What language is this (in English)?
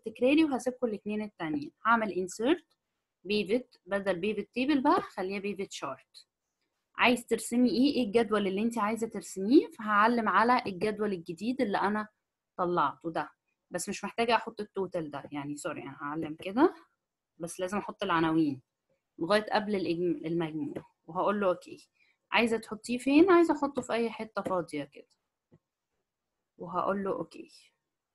Egyptian Arabic